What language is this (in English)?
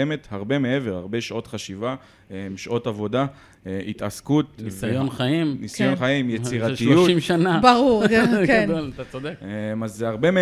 Hebrew